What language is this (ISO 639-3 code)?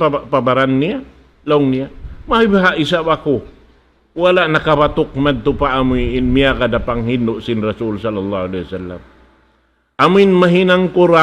tsg